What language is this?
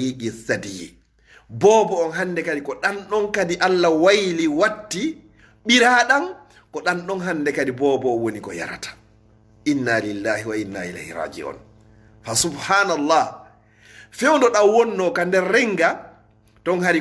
Fula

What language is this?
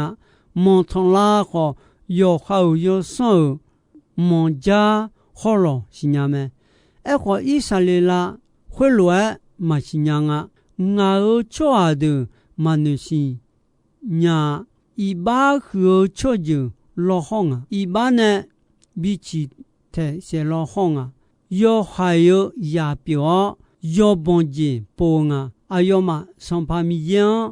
Akha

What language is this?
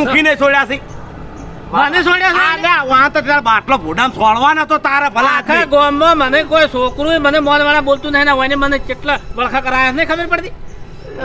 Gujarati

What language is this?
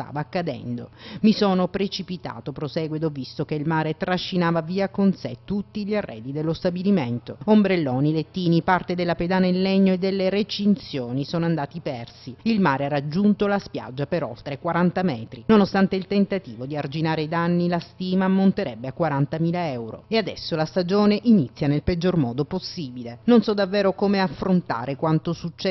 Italian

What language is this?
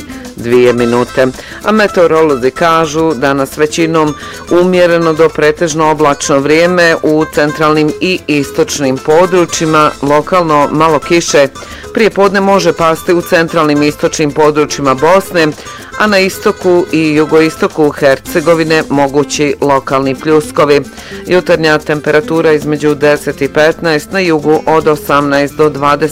Bosnian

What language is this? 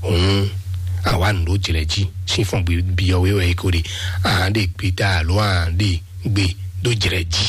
Fon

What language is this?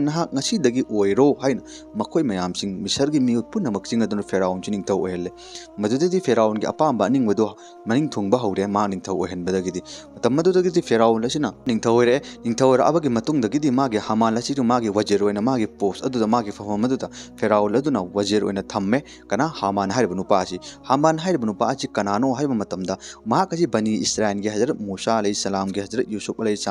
Manipuri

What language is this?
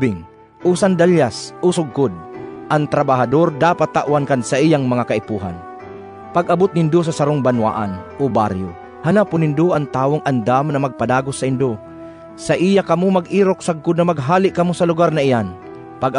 Bikol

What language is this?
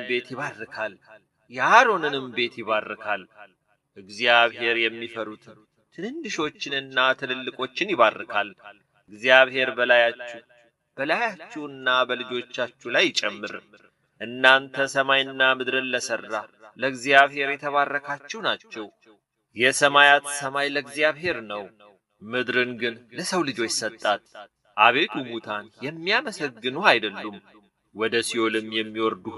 Amharic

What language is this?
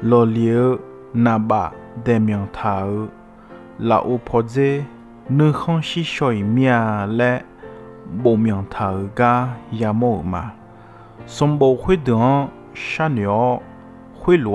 Akha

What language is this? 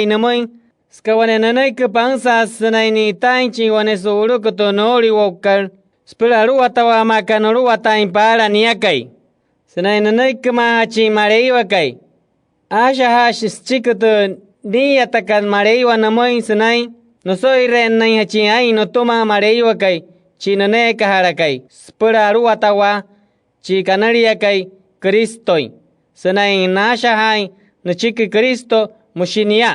Wayuu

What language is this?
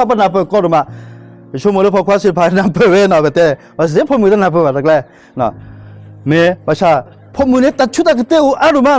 S'gaw Karen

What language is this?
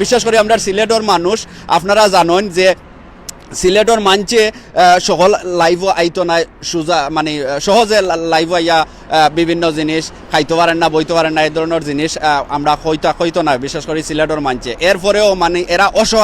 Sylheti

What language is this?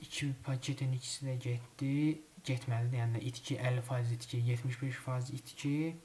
Azerbaijani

